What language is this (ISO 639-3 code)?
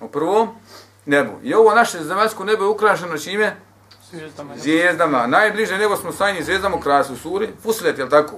bos